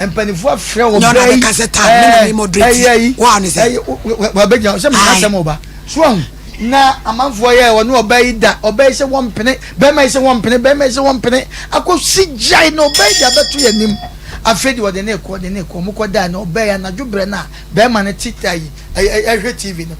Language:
Akan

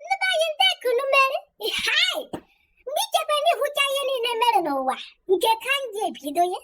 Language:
Igbo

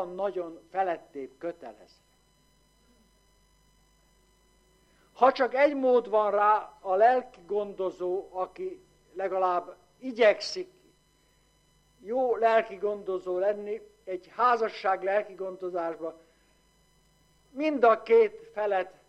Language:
Hungarian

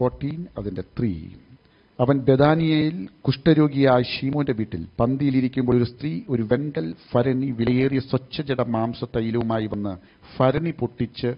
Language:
Malayalam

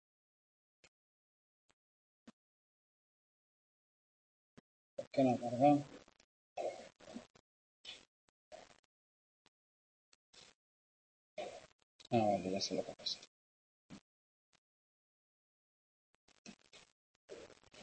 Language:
Spanish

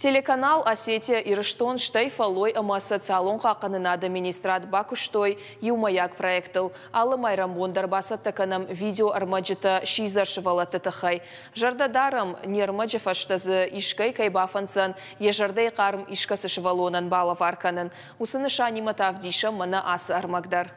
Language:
Ossetic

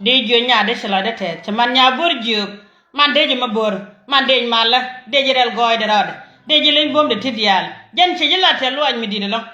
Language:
Nuer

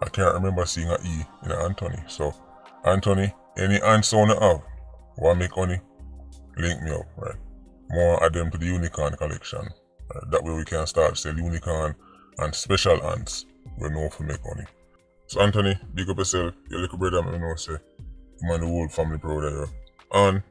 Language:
Jamaican Creole English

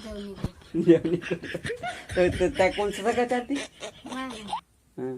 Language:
Chhattisgarhi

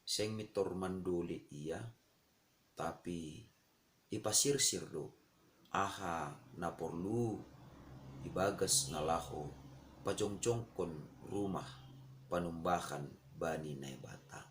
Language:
Batak Simalungun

